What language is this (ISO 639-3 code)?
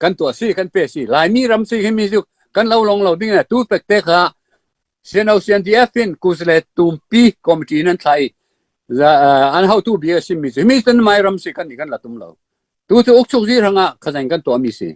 cfm